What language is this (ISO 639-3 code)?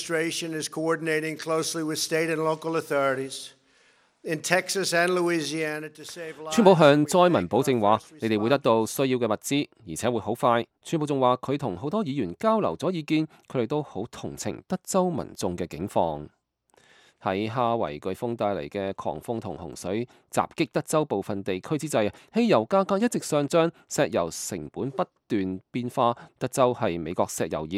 yue